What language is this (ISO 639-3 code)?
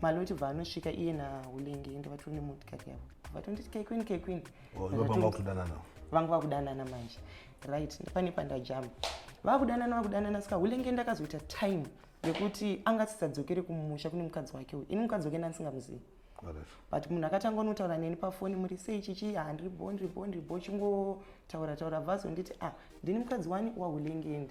sna